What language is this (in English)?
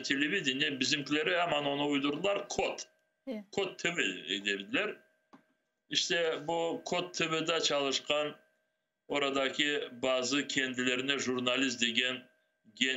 Crimean Tatar